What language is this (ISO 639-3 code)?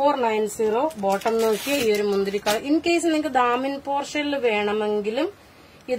mal